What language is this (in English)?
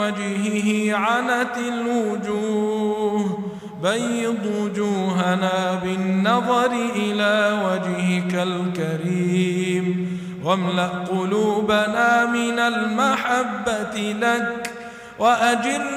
Arabic